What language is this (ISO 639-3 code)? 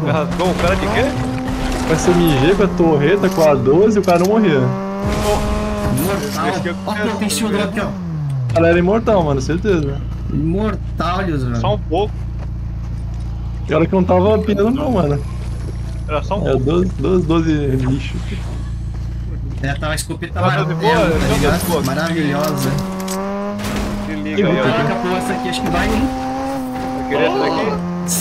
por